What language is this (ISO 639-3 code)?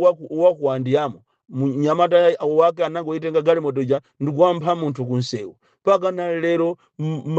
nya